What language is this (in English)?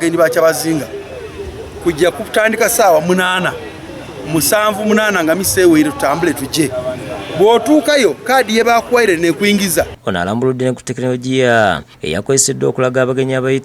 Ganda